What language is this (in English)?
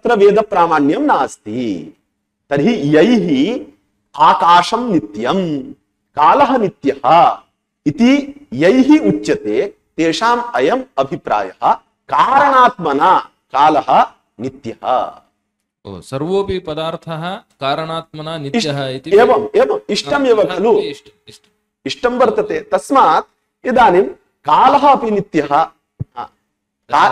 Sanskrit